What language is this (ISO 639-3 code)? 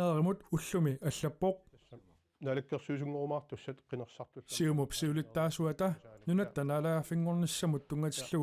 kal